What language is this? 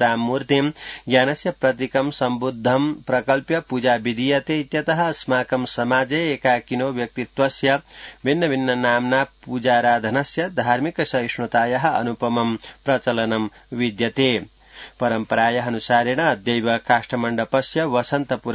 Sanskrit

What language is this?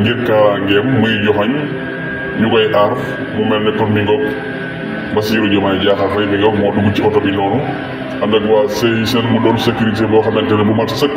Wolof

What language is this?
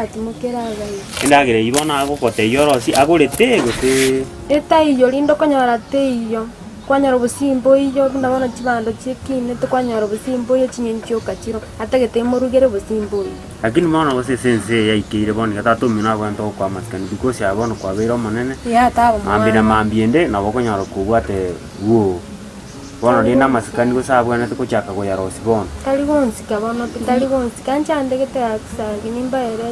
Gusii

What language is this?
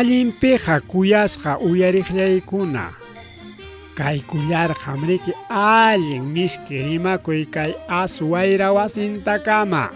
Ayacucho Quechua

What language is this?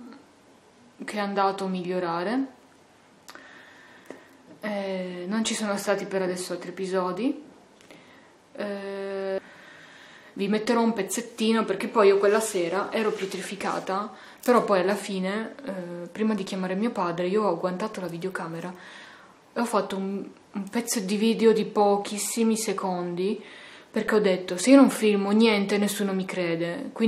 Italian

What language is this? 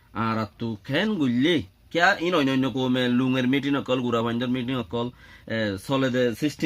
Rohingya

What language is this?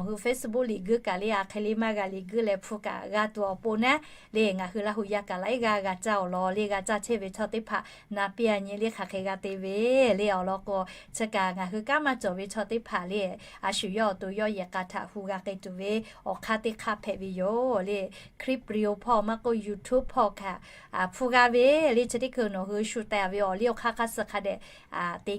Lahu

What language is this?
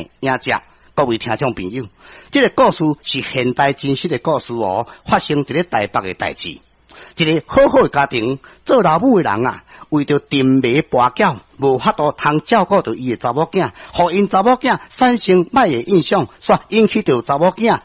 Min Nan Chinese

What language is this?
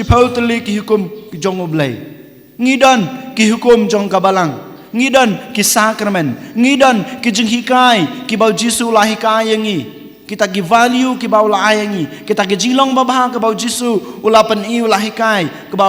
Khasi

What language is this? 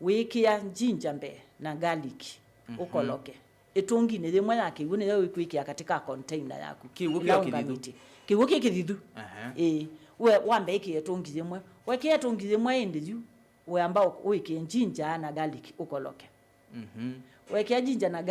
Kamba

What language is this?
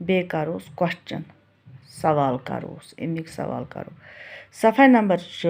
Kashmiri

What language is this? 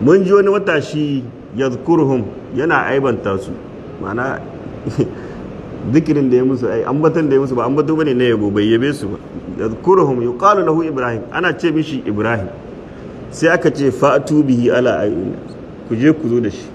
Hausa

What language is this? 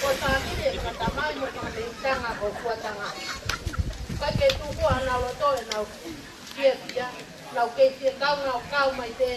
Tongan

